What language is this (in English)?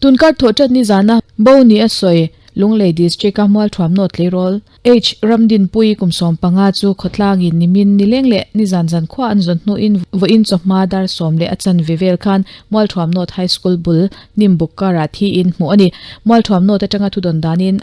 Mizo